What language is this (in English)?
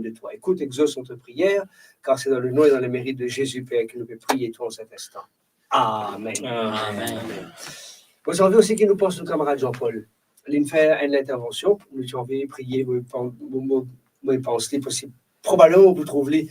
Morisyen